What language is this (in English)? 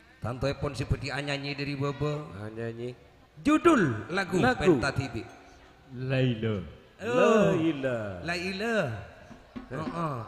Madurese